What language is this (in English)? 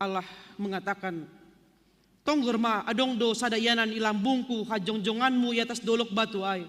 Batak Simalungun